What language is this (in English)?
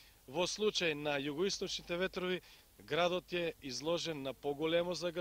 Macedonian